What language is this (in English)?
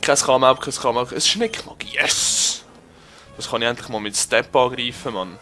Swiss German